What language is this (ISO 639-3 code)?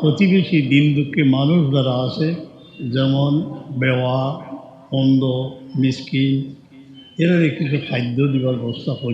syl